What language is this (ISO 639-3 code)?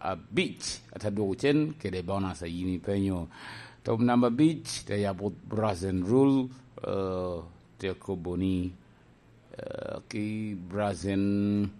laj